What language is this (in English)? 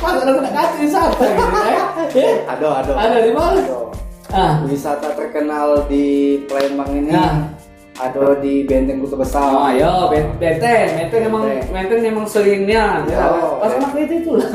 Musi